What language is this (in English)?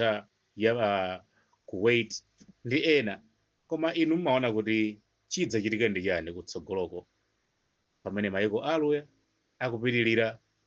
Nyanja